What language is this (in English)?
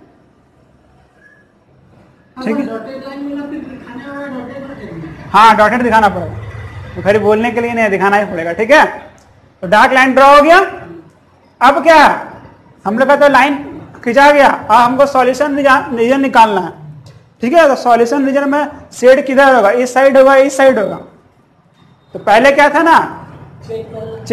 Hindi